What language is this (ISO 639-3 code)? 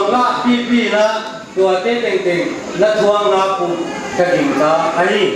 pck